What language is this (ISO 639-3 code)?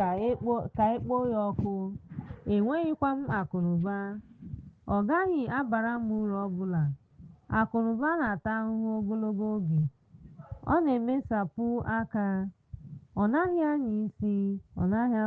ibo